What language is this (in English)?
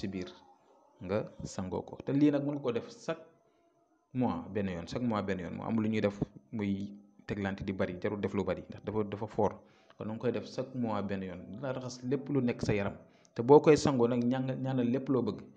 Wolof